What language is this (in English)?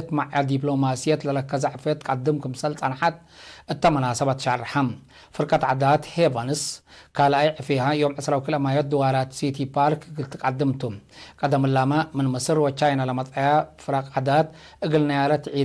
Tigre